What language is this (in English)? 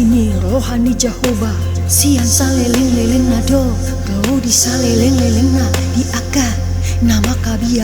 Batak Toba